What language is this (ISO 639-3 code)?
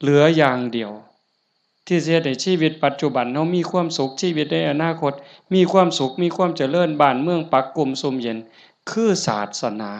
tts